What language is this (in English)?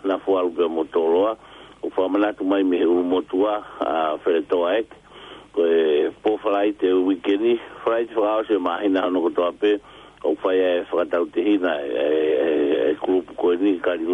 Tongan